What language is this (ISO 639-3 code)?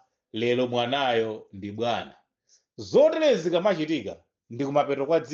nya